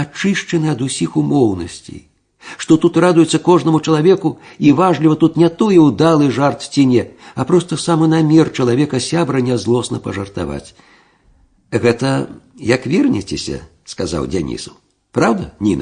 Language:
Belarusian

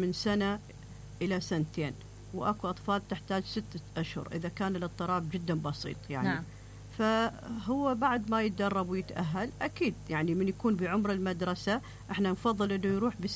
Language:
Mesopotamian Arabic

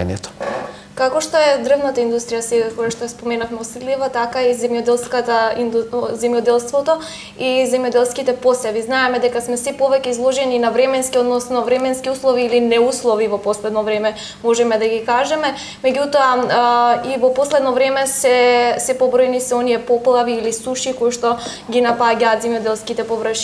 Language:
Macedonian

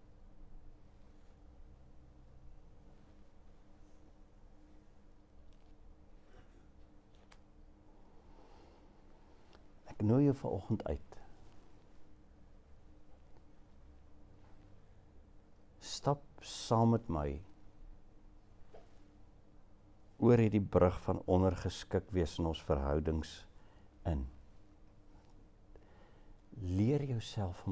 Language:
Afrikaans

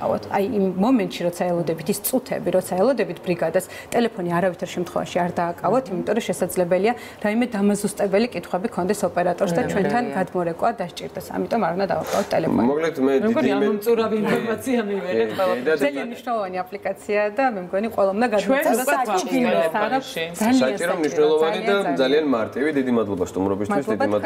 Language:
Georgian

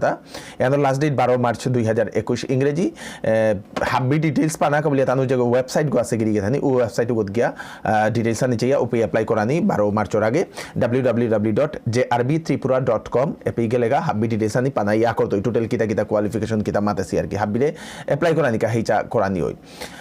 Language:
Bishnupriya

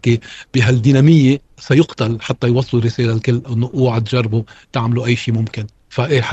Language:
North Levantine Arabic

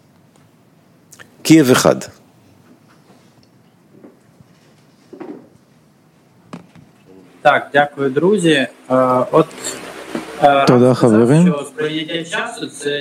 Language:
Hebrew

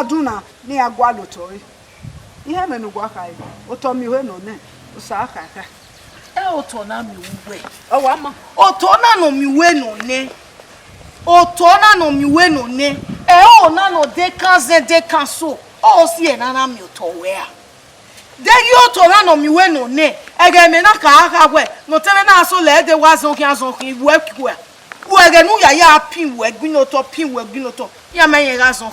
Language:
Bini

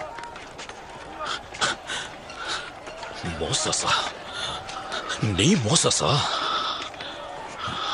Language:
Tamil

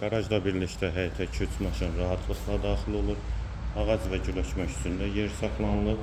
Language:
Azerbaijani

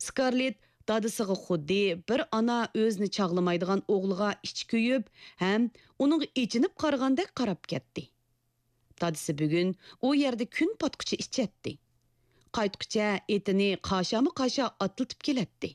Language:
Uyghur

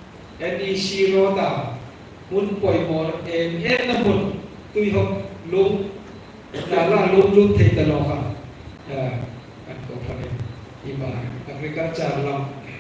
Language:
Hmar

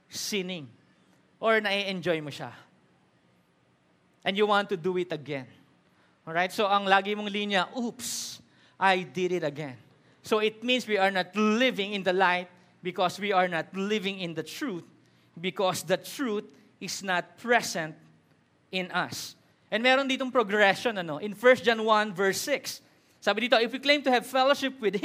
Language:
Filipino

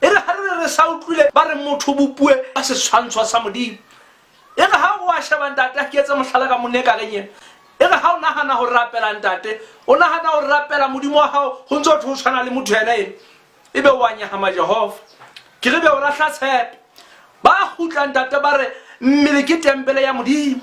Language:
Southern Sotho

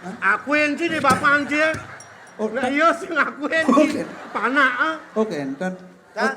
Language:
Balinese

